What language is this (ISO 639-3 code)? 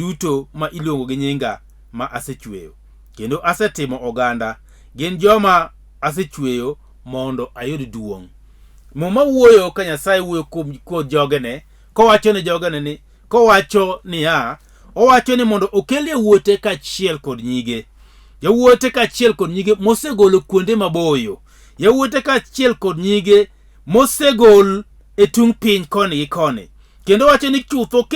luo